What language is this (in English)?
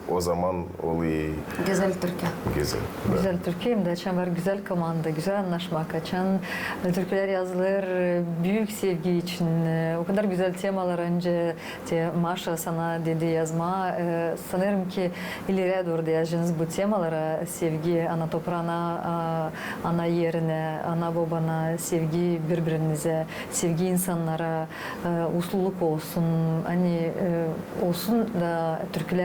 Gagauz